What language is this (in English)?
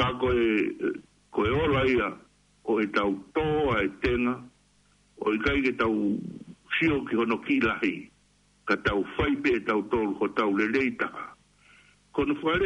Tongan